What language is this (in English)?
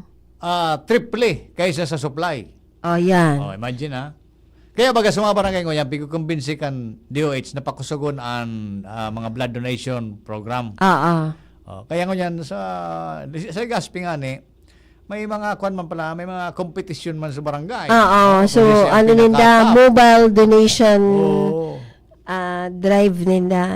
Bikol